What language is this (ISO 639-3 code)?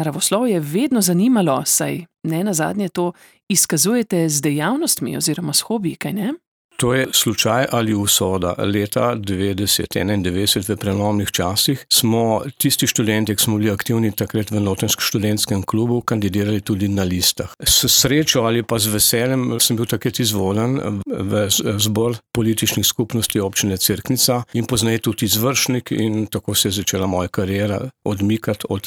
slv